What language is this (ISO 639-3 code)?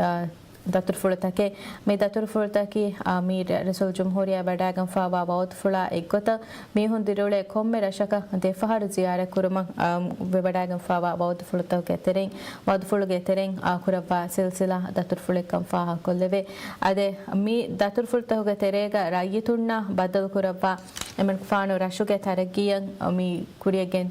div